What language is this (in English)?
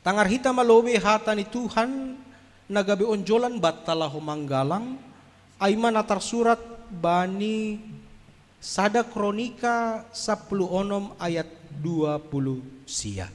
Batak Simalungun